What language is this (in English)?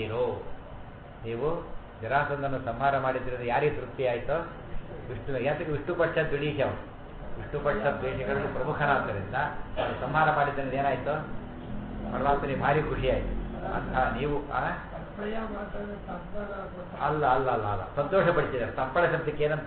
Kannada